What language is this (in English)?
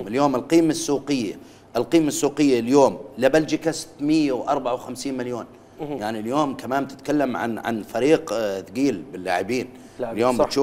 Mesopotamian Arabic